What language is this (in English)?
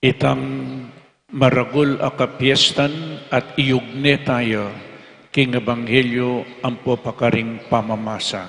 Pampanga